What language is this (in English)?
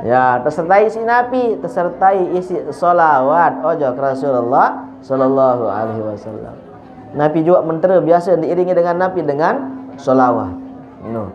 Sasak